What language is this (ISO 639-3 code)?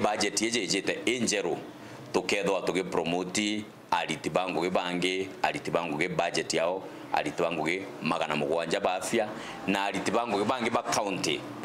mer